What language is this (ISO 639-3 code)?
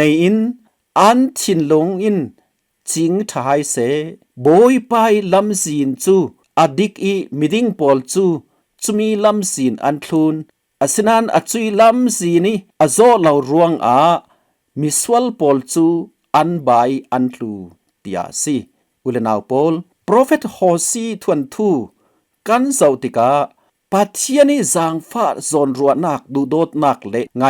cfm